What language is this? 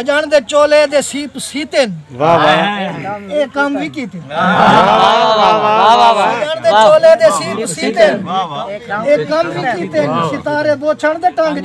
Saraiki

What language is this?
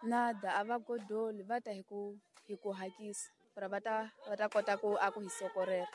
Tsonga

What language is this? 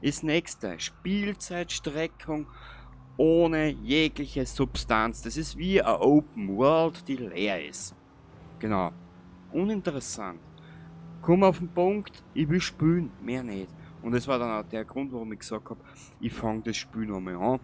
Bavarian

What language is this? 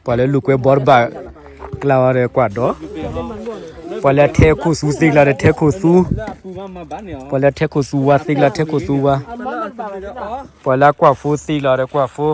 S'gaw Karen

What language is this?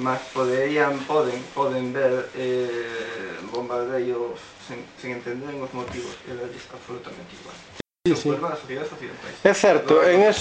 Galician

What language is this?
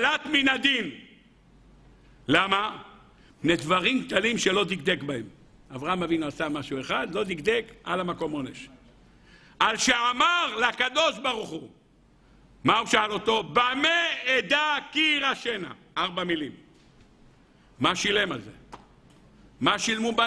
Hebrew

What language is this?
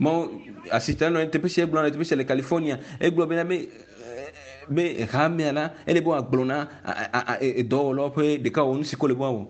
Ewe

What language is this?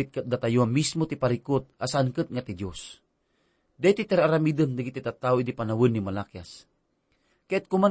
Iloko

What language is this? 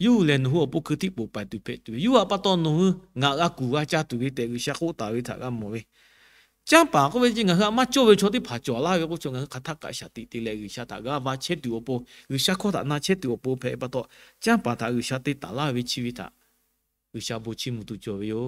Lahu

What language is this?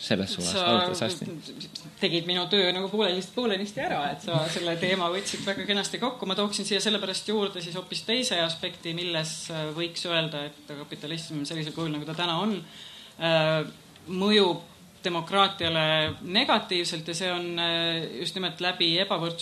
Estonian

